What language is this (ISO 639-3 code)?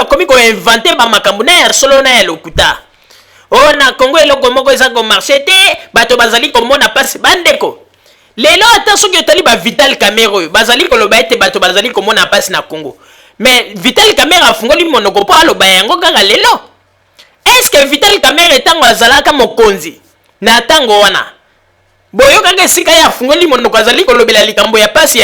lin